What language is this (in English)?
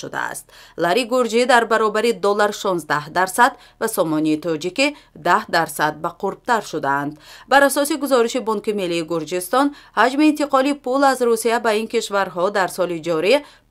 Tajik